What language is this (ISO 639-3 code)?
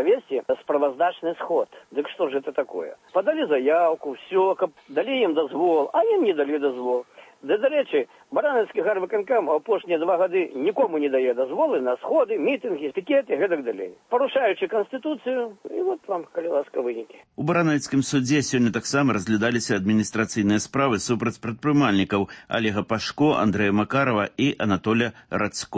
bel